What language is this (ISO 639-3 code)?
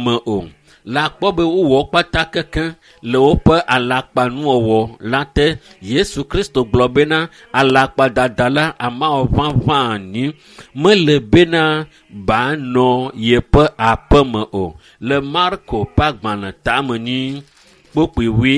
ewe